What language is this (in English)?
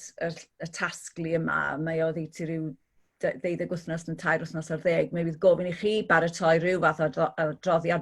Welsh